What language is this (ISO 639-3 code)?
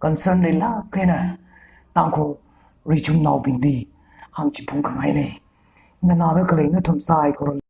nmf